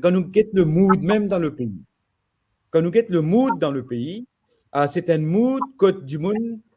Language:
Morisyen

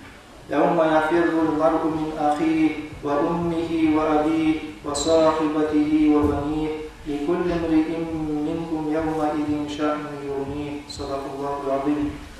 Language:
Kumyk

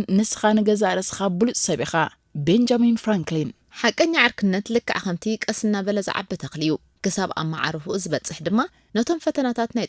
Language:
Tigrinya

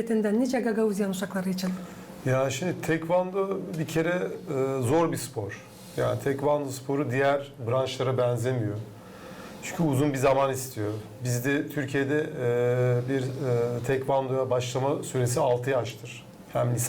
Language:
Gagauz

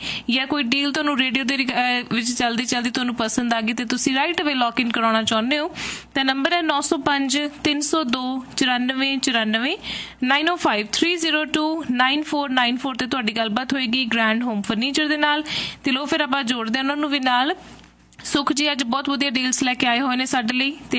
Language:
Punjabi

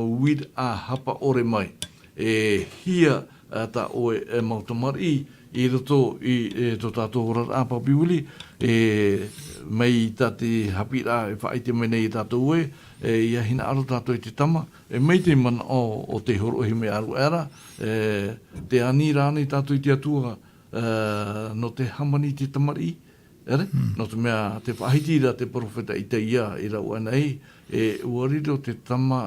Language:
Tahitian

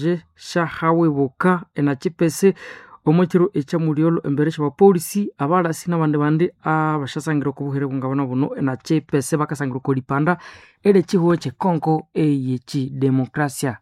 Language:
Nande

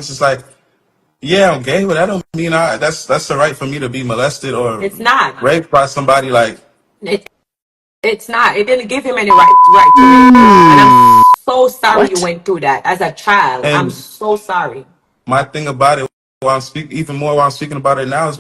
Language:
Jamaican Creole English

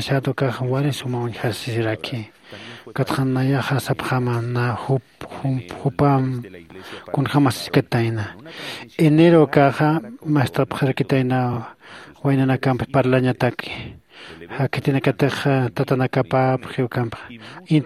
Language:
Aymara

